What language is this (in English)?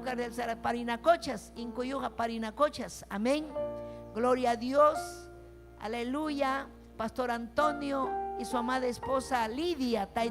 Ayacucho Quechua